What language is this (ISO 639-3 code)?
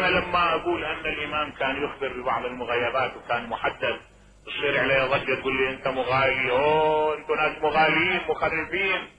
acm